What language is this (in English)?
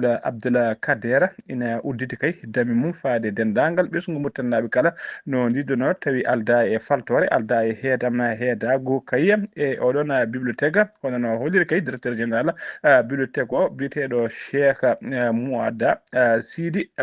Fula